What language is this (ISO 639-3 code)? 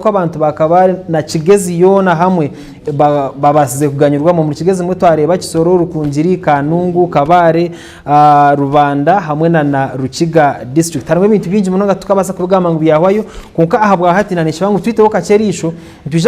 nyn